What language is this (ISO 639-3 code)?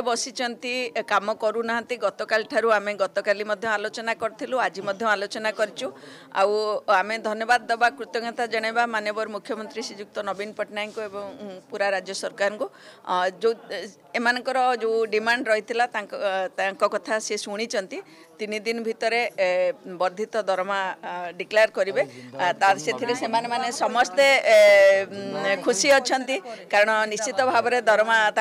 ori